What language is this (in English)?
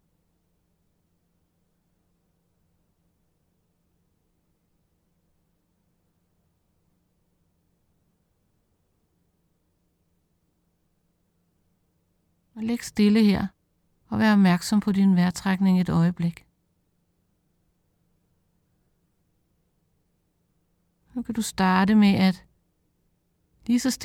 Danish